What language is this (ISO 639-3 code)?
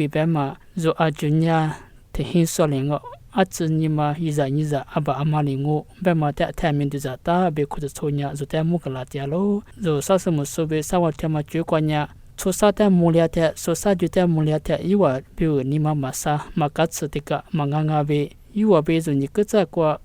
lis